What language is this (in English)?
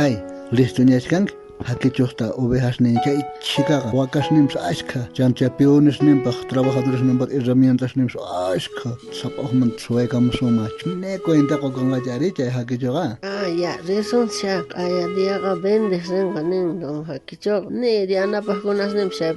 South Bolivian Quechua